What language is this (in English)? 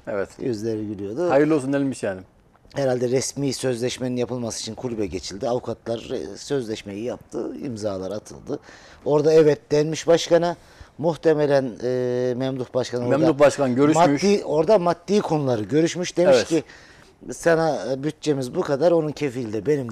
Turkish